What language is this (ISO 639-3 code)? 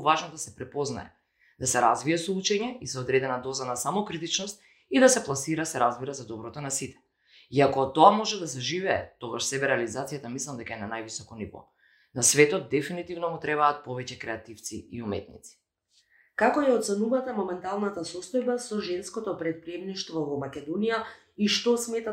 mkd